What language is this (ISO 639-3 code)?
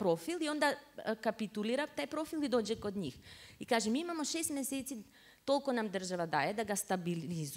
srp